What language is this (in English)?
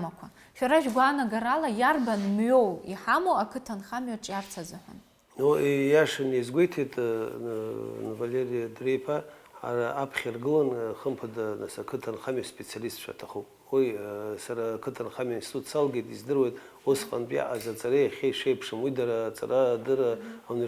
Abkhazian